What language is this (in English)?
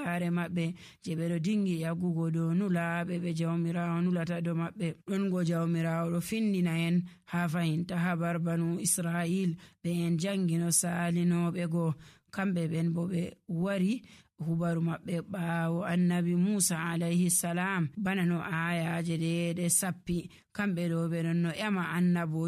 Nigerian Fulfulde